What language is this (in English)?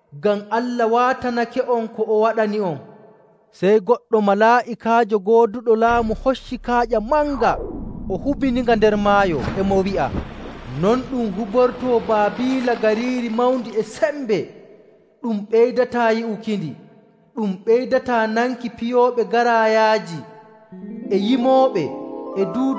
Nigerian Fulfulde